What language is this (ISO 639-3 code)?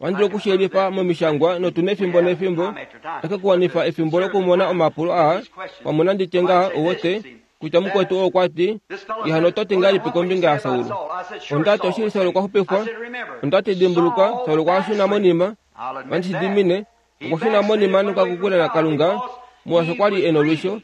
kua